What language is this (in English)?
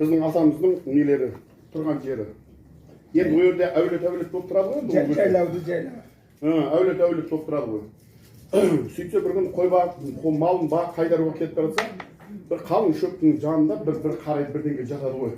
Kazakh